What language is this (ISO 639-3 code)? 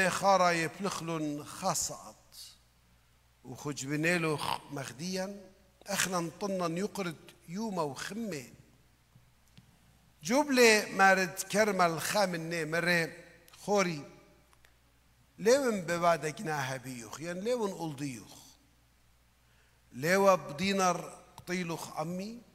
aii